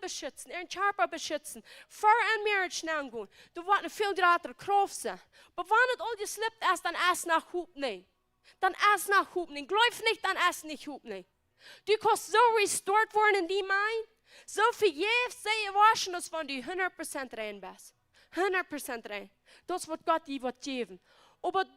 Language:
Plautdietsch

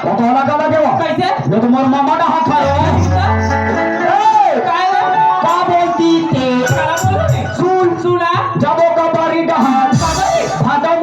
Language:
Chhattisgarhi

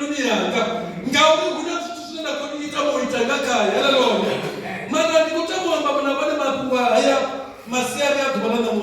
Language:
Venda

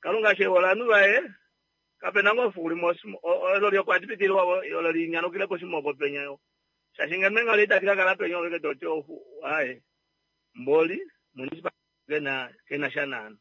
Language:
Kuanyama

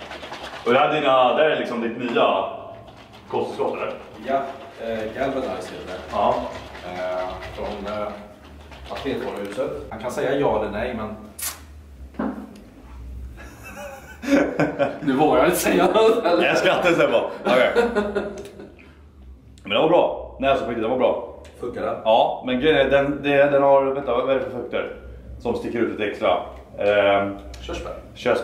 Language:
Swedish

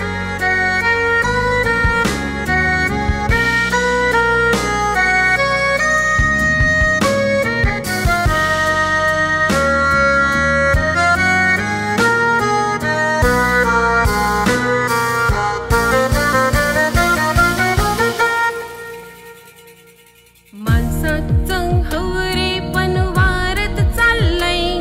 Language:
Marathi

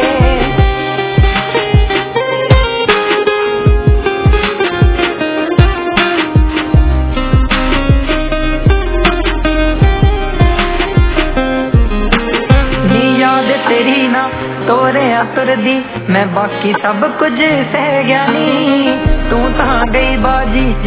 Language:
Punjabi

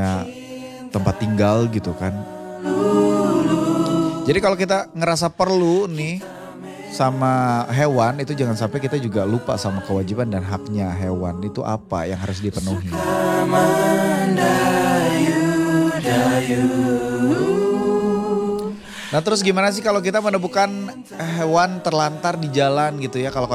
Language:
Indonesian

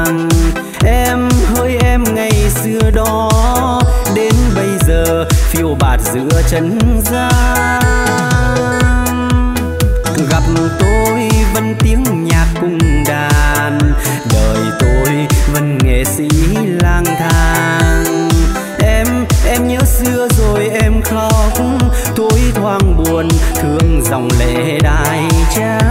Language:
Vietnamese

